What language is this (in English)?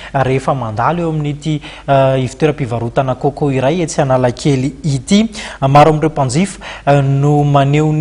Malagasy